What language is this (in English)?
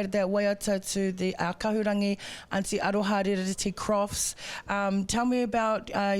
Māori